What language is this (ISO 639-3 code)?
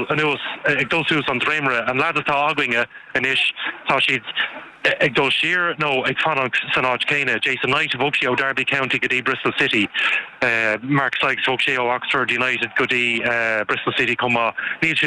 gle